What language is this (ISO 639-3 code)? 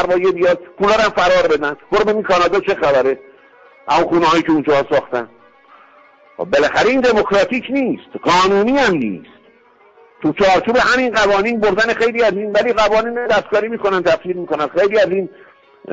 fas